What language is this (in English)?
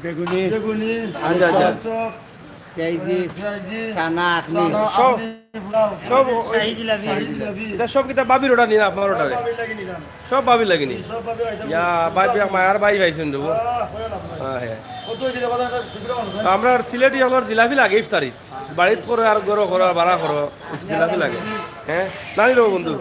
Sylheti